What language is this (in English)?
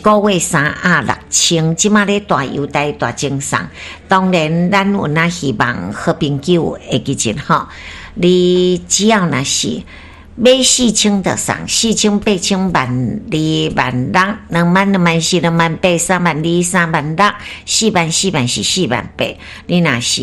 Min Nan Chinese